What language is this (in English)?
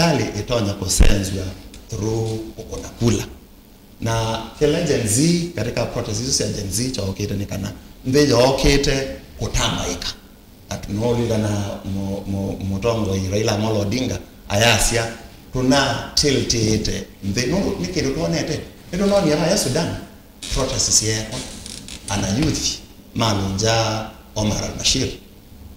Kamba